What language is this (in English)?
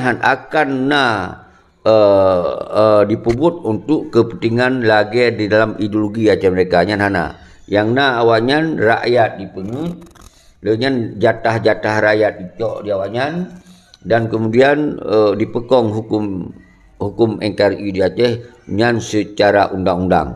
Achinese